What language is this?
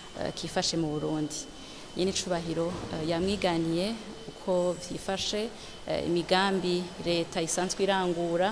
Rundi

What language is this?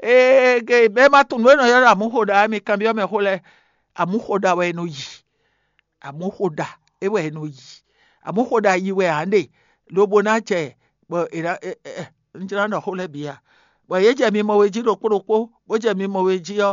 Fon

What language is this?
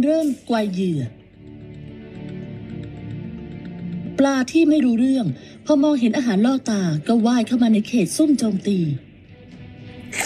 Thai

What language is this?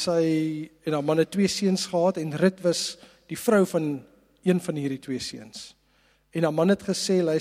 Afrikaans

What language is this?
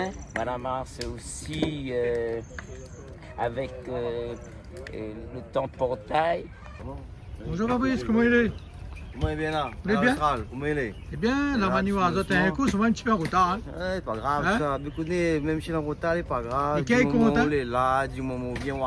Réunion Creole French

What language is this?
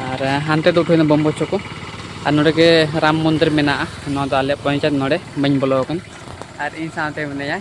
Santali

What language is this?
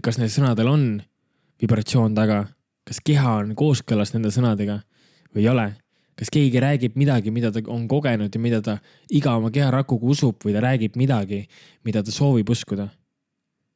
Estonian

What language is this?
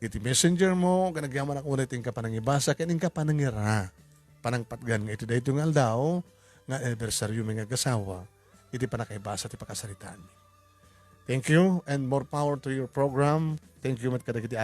Iloko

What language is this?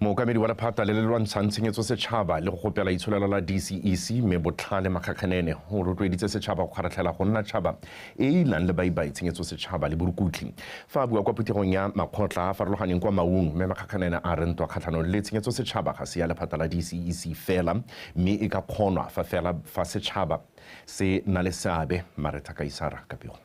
Tswana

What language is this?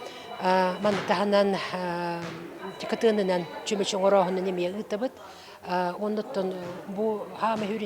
Yakut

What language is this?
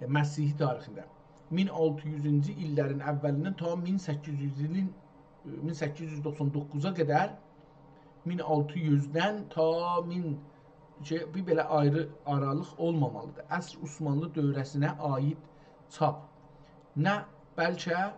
South Azerbaijani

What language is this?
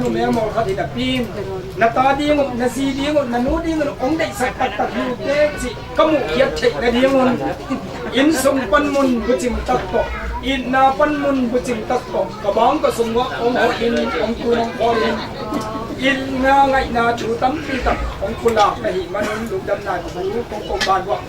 Tedim Chin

